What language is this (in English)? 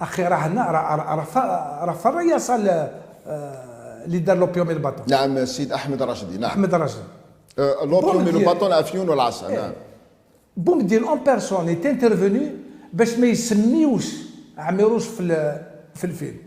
Algerian Arabic